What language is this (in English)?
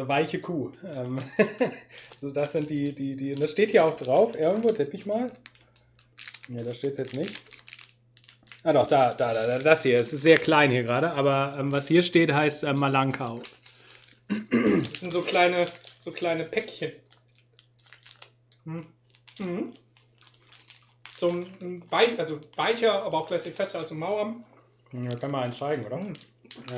German